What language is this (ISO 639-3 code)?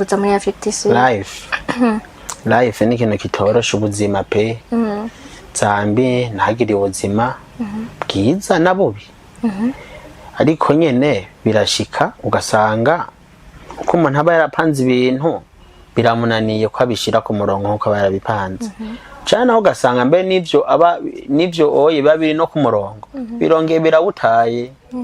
run